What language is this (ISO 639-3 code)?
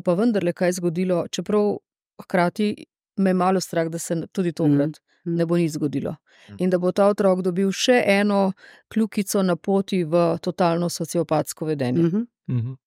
slv